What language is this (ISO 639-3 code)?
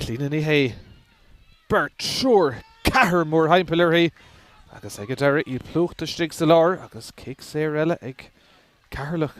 gle